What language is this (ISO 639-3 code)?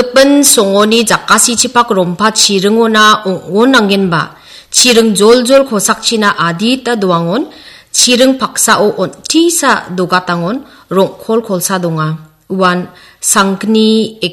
grt